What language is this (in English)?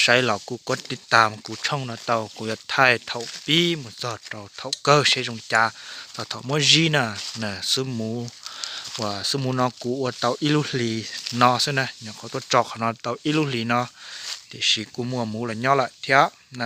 Hmong